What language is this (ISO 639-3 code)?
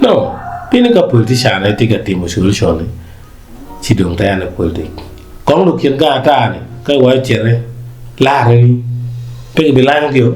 ach